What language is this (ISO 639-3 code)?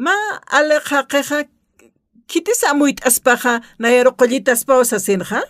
aym